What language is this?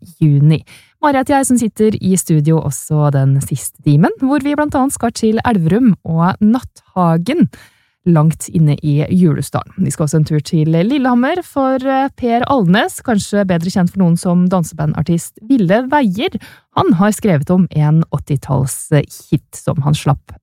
Norwegian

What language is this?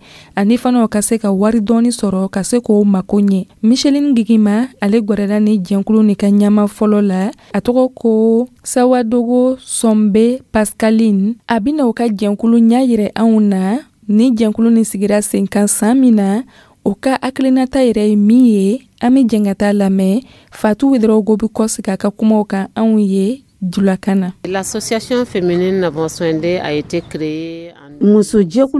Dyula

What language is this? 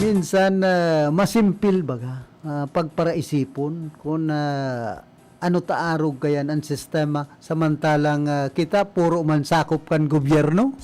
Bikol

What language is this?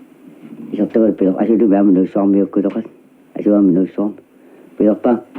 Kalaallisut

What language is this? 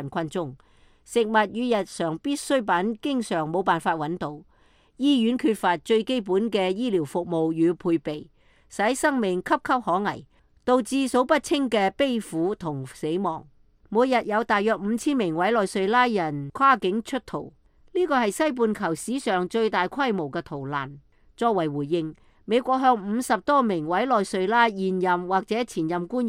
Cantonese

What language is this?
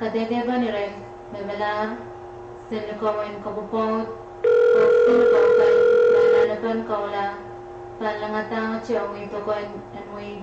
Pohnpeian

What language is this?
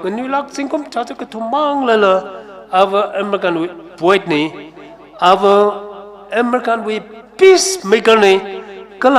Tangkhul Naga (India)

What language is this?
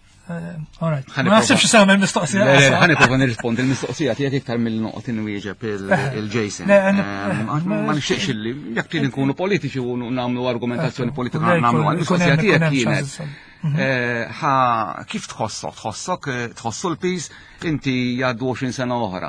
Maltese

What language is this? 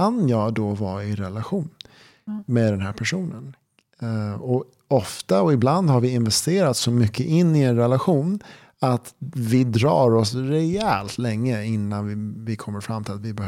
Swedish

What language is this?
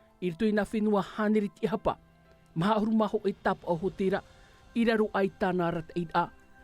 Tahitian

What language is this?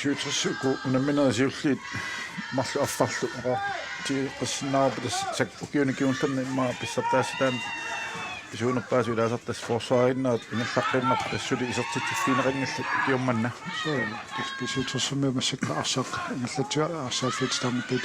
Kalaallisut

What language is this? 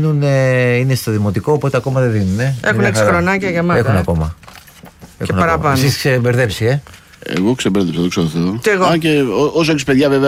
Greek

